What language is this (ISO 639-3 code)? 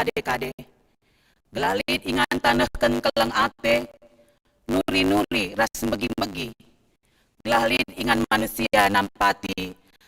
btx